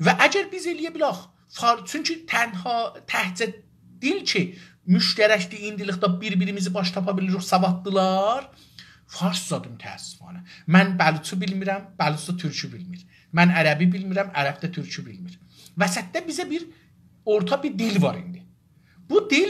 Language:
South Azerbaijani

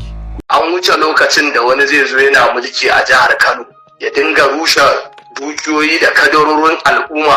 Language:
Hausa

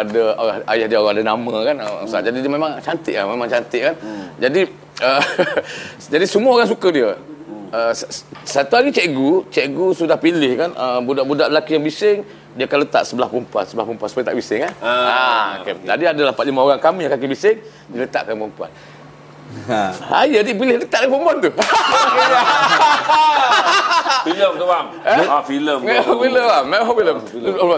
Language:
Malay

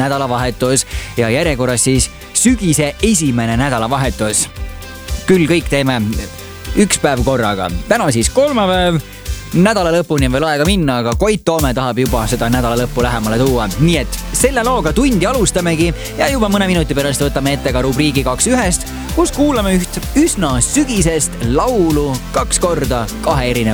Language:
Estonian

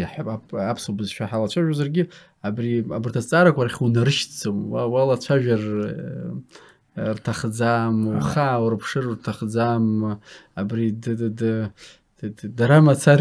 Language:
Abkhazian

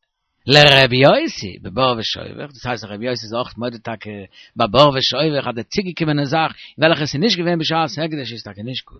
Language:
Yiddish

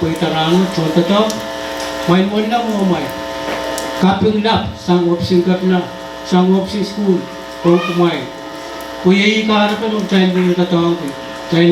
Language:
Pohnpeian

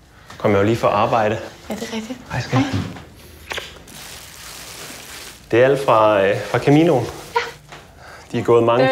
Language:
Danish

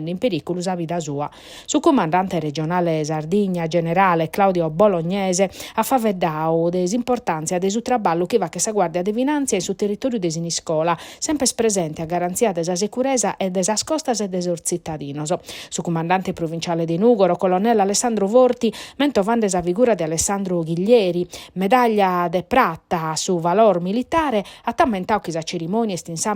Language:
Sardinian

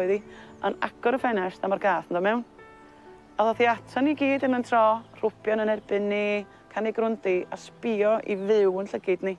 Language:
Welsh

